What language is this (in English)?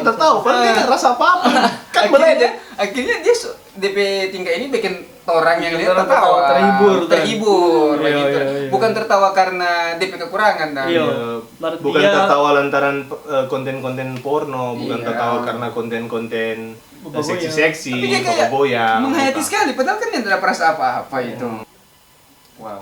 Manado Malay